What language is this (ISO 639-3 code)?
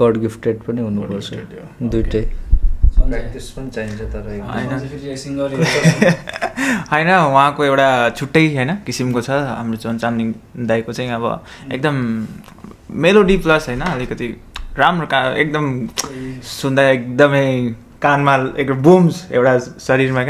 nep